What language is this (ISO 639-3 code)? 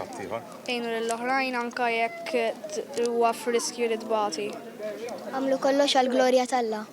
mlt